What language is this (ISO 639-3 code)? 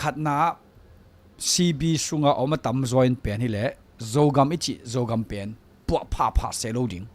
ctd